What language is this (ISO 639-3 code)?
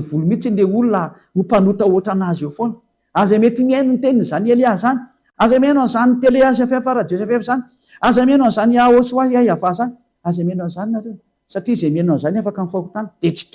mlg